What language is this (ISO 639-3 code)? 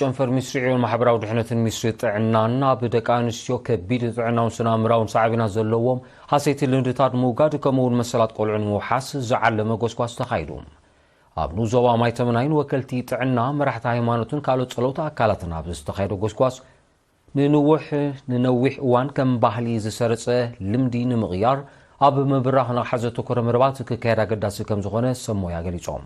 tir